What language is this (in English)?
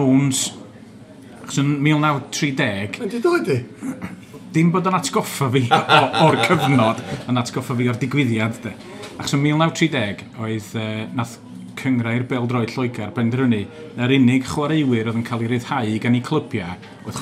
Welsh